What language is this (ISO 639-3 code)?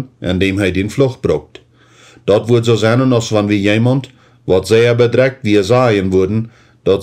pdt